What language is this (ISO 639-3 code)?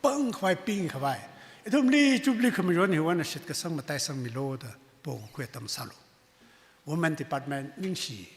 nmf